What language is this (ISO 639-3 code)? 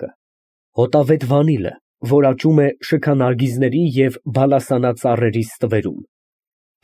hye